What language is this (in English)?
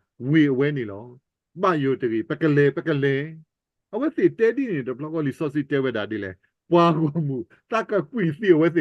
S'gaw Karen